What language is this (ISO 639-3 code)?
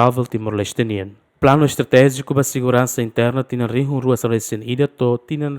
tet